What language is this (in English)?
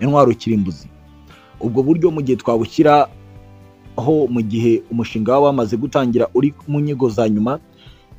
Kinyarwanda